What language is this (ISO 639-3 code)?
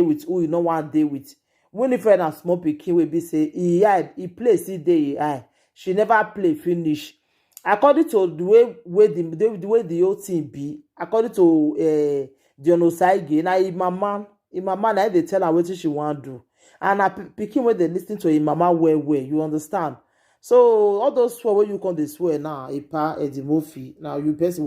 pcm